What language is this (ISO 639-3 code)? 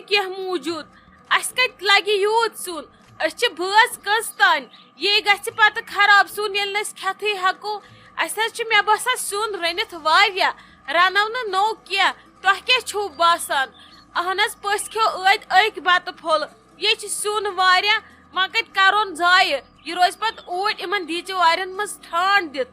kas